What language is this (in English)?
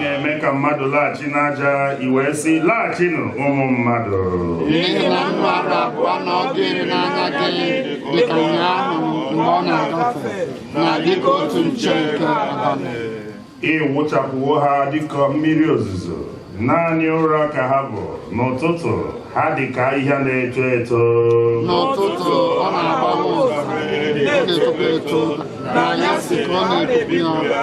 Igbo